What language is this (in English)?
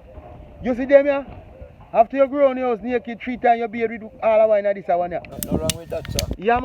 Jamaican Creole English